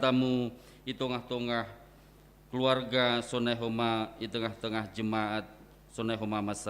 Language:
Batak Simalungun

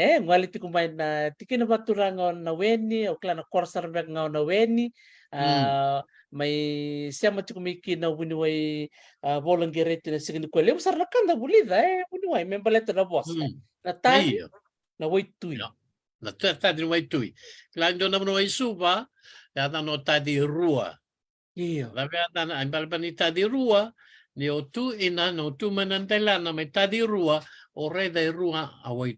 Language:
Fijian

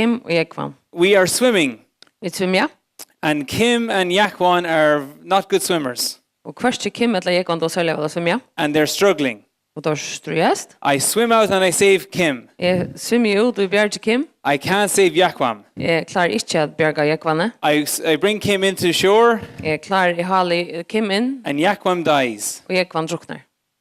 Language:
Faroese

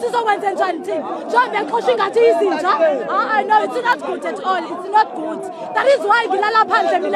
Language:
Zulu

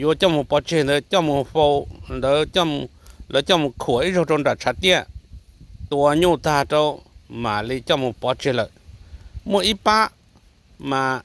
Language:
Hmong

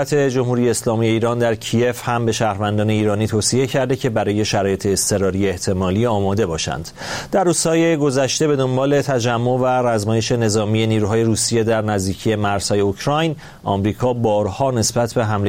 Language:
Persian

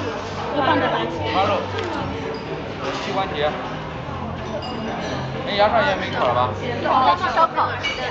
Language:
Chinese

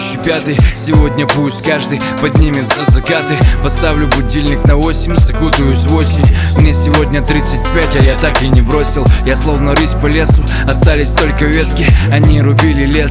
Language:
Russian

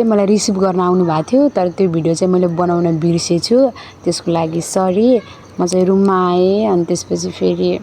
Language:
Nepali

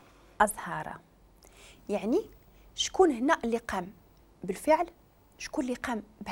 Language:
Moroccan Arabic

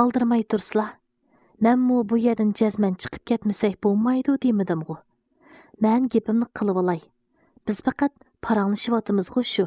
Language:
Uyghur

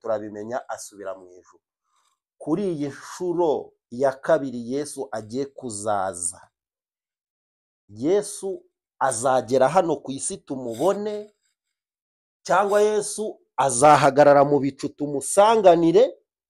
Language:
Kinyarwanda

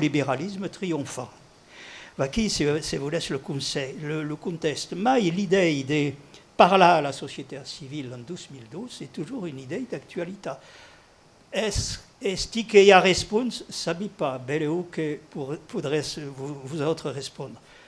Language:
Occitan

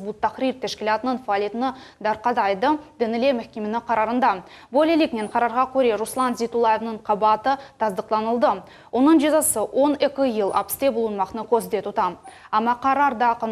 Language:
Crimean Tatar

